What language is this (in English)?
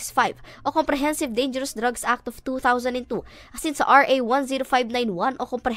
Bikol